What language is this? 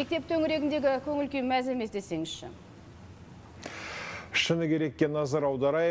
Kazakh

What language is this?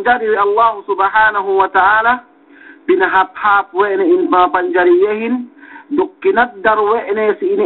Yakan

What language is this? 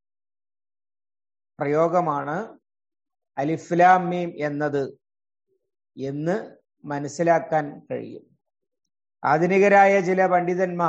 Malayalam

